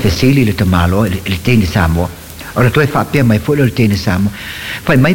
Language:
Samoan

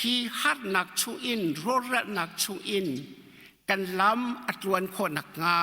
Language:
Hakha Chin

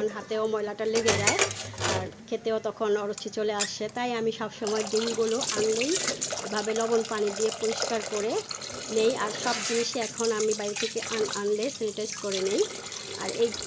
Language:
Bangla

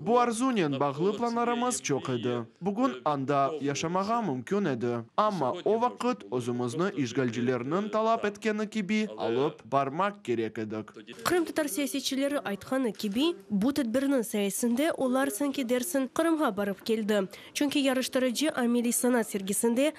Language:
Crimean Tatar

